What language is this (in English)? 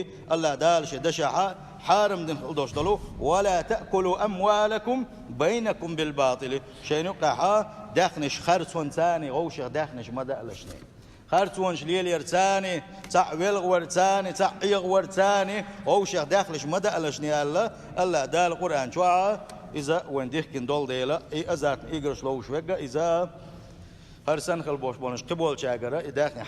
Chechen